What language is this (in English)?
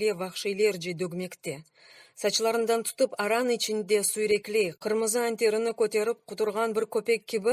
Crimean Tatar